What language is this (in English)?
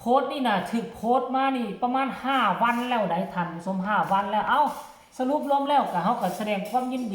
Northeastern Thai